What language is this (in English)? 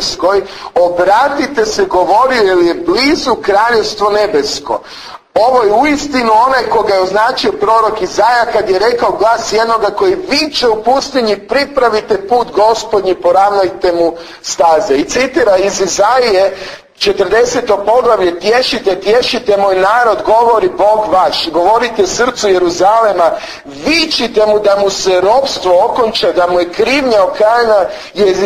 Croatian